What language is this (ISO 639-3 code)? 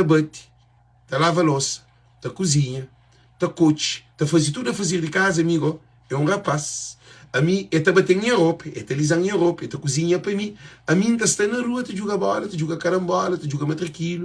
kea